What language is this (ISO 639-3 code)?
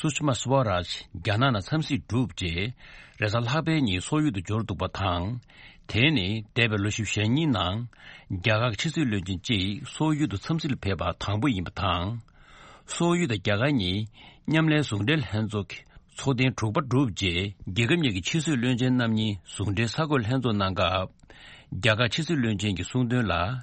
bod